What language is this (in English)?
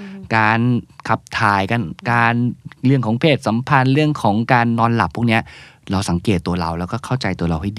Thai